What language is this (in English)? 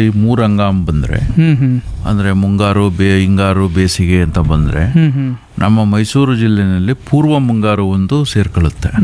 Kannada